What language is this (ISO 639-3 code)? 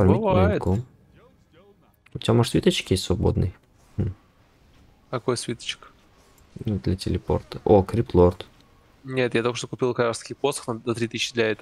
rus